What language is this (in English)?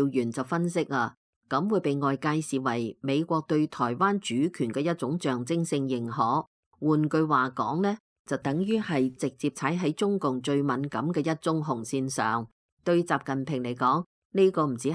Cantonese